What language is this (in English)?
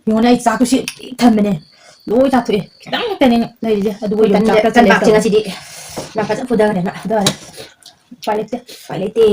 Manipuri